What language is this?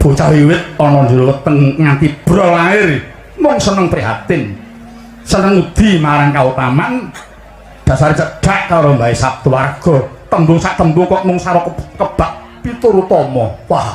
Javanese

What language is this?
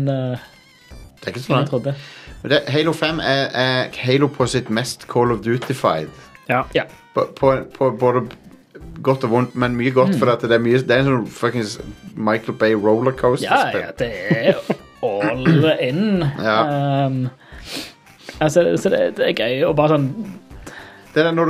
Norwegian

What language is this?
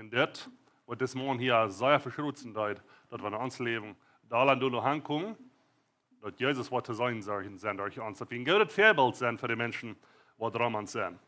Plautdietsch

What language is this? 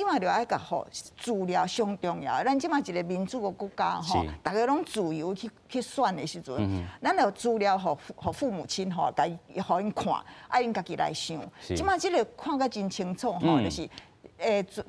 Min Nan Chinese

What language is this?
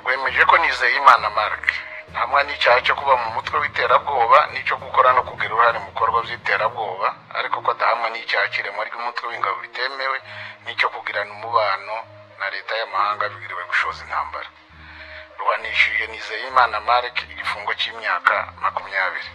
Kinyarwanda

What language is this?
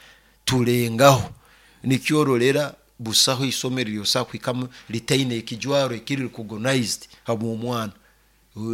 Nyoro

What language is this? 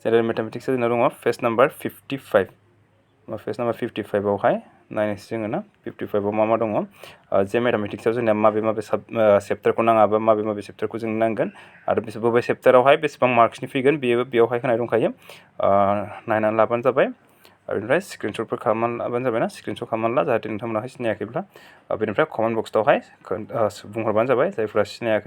Bodo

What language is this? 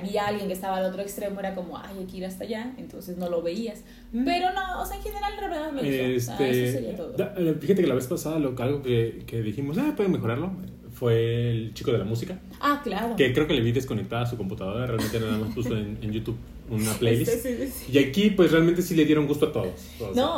Spanish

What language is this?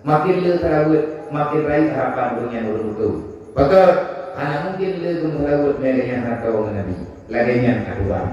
Achinese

